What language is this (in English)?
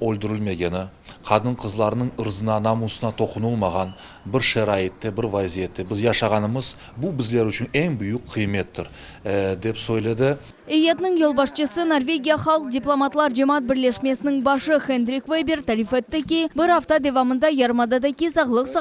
Crimean Tatar